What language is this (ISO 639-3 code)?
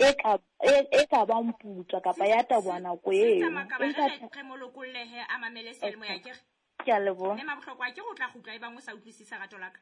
sot